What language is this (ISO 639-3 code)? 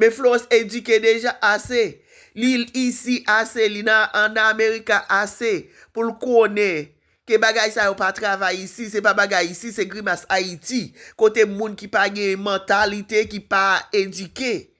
hat